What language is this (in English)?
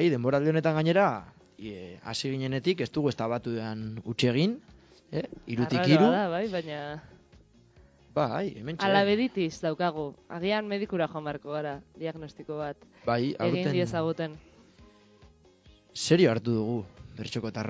Basque